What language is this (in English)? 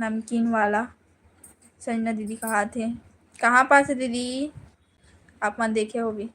Chhattisgarhi